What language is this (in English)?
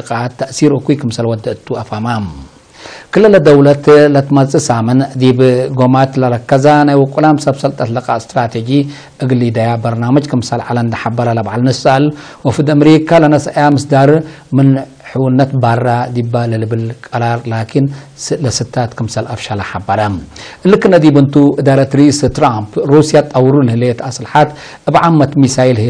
Tigre